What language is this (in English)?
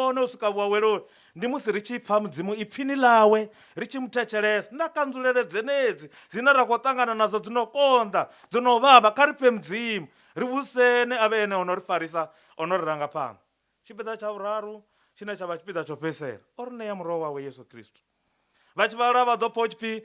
Venda